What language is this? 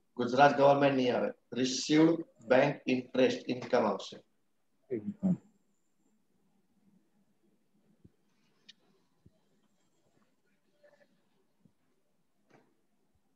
Gujarati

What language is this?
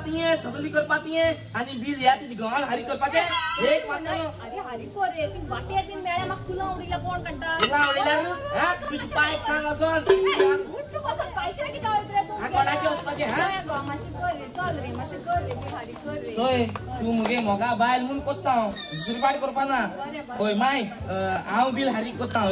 Konkani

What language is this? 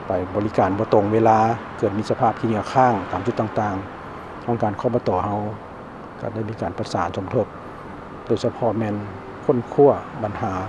Lao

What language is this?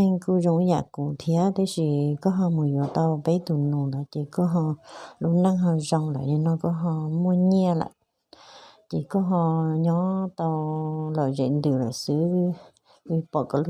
Hmong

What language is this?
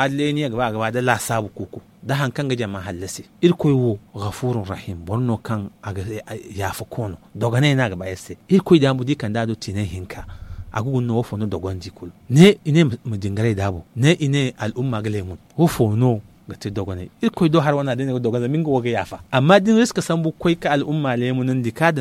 Zarma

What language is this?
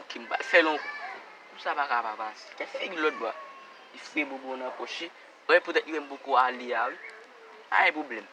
Haitian Creole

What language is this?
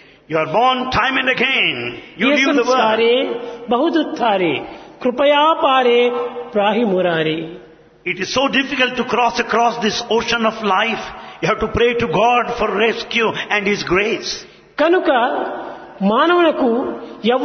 Telugu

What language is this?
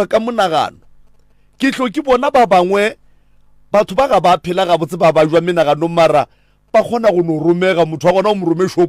Northern Sotho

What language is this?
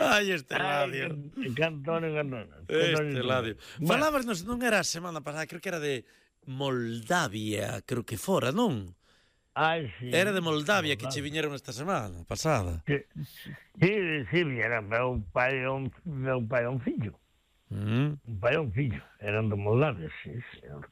Galician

